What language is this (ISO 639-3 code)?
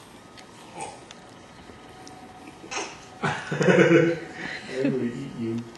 eng